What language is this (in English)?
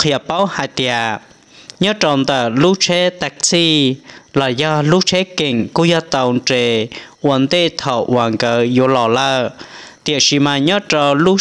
Hmong